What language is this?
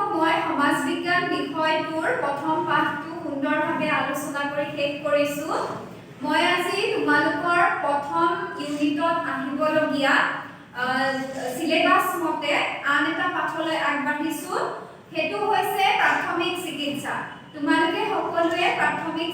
Assamese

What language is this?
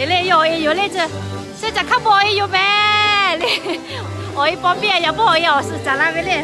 Lahu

